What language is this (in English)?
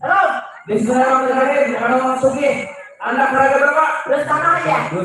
Banjar